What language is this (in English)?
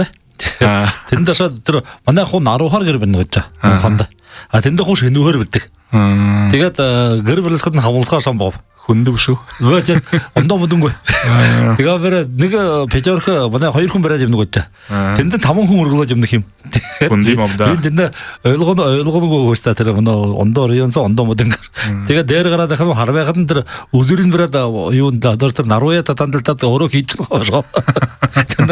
Buriat